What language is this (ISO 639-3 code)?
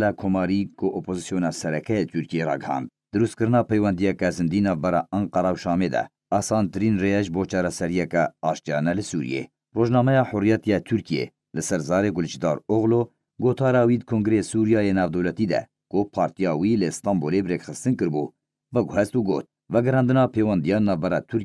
kur